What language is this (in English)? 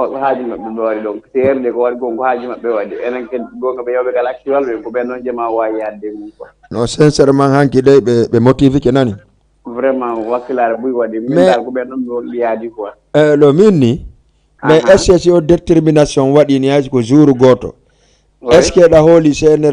Fula